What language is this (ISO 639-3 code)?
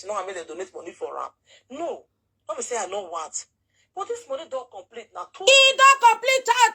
pcm